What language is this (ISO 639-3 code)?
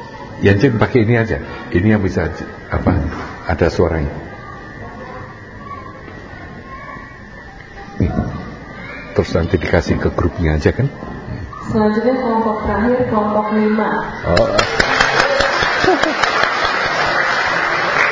ind